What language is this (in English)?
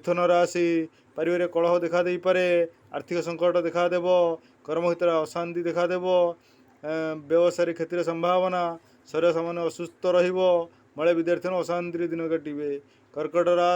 Odia